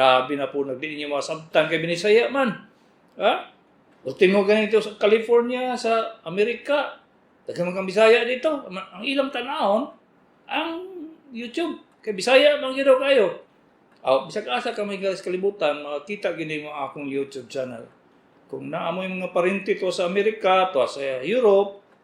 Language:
Cebuano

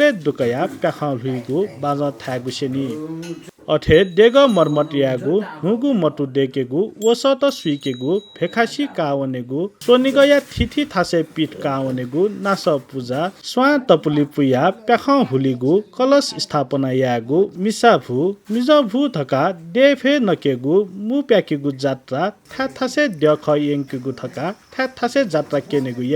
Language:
Newari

